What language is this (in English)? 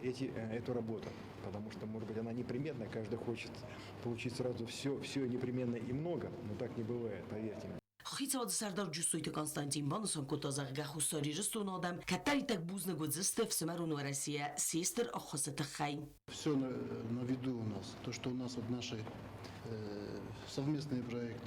Ossetic